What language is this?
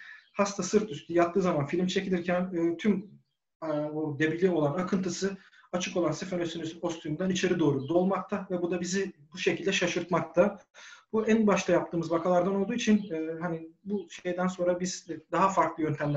Turkish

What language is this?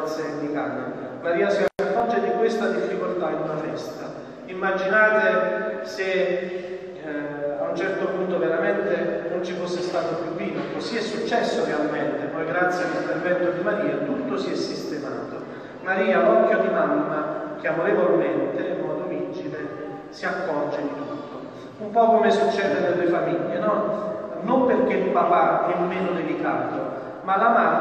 Italian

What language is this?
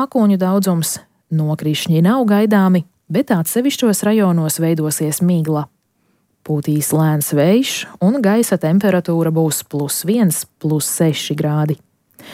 Latvian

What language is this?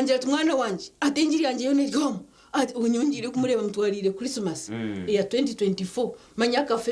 Nyankole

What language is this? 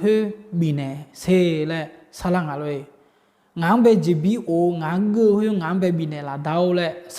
Akha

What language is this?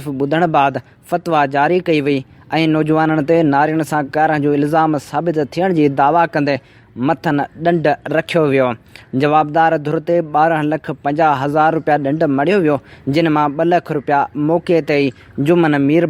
Sindhi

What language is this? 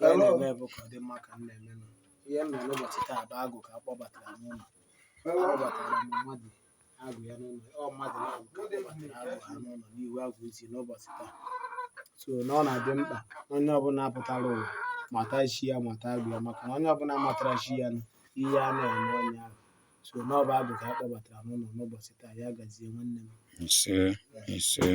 Igbo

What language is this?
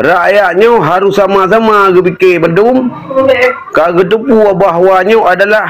Achinese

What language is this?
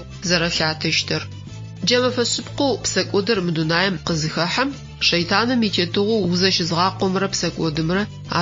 Adyghe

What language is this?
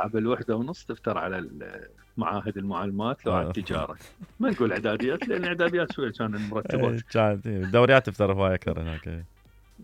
Mesopotamian Arabic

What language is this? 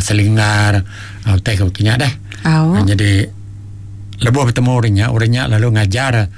Iban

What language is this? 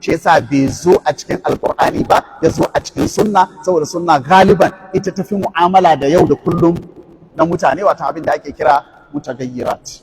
Hausa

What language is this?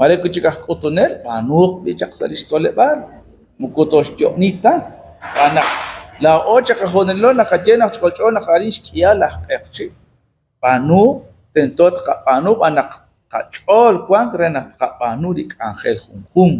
Kekchí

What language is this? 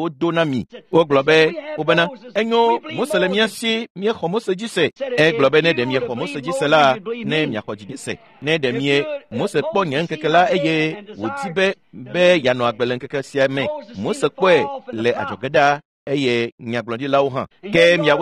Ewe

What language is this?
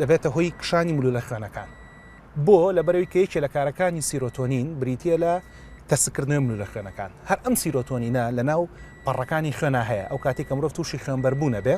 Central Kurdish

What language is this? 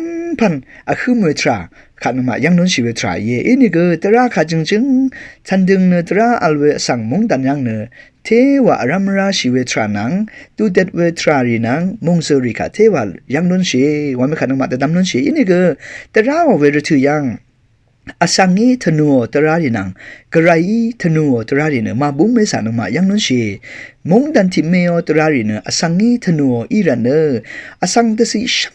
Rawang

